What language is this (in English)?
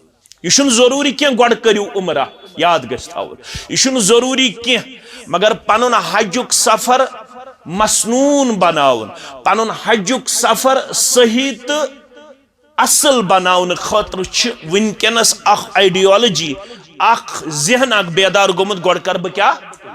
Kashmiri